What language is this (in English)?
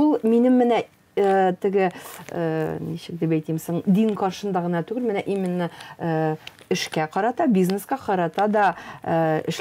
Tatar